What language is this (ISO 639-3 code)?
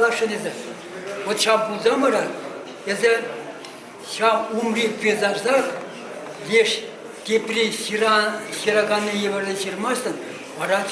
chv